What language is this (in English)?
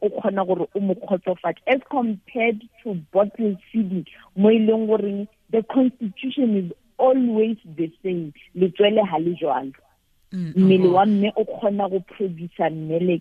Tswana